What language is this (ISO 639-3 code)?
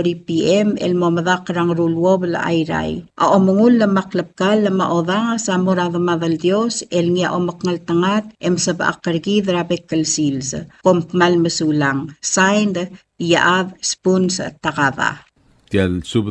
pau